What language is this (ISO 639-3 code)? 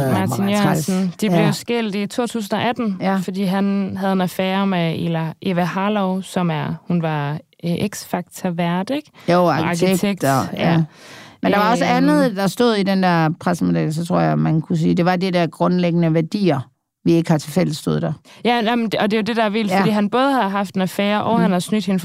dan